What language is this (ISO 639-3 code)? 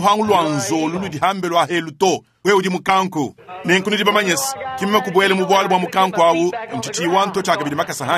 lua